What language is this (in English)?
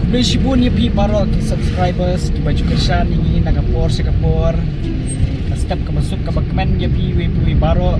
Khasi